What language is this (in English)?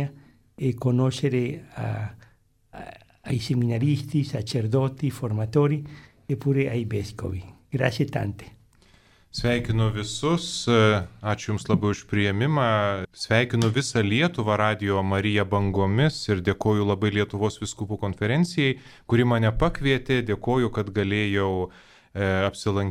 Lithuanian